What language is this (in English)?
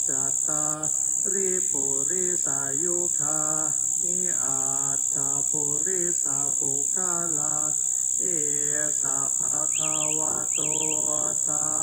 Pali